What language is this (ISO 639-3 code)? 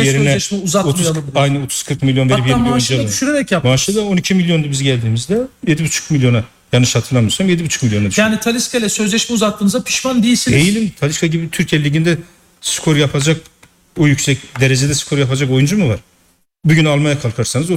tur